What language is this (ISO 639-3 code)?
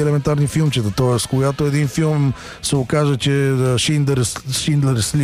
bul